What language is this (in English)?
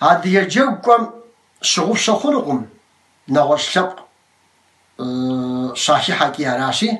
Kabardian